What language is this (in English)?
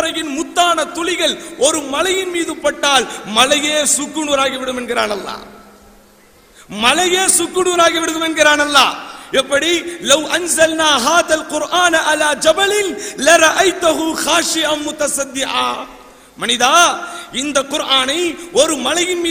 Tamil